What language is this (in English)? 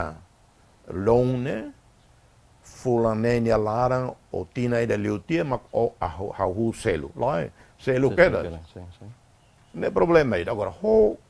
Tetum